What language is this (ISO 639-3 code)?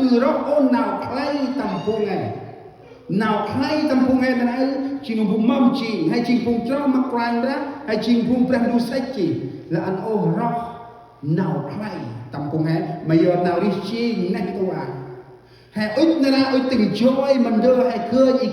cmo